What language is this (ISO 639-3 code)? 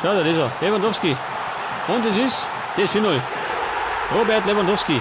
bar